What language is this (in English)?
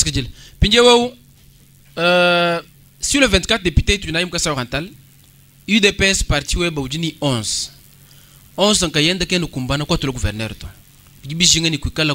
Luba-Lulua